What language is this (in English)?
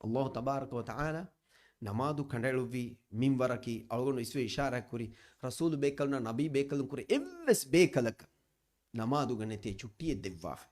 Divehi